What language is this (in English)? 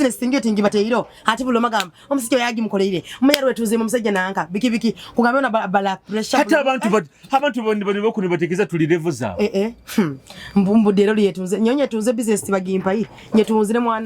Nyoro